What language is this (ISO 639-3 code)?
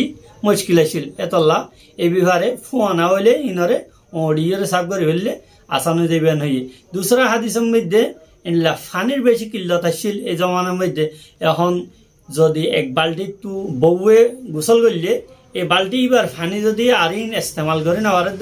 rhg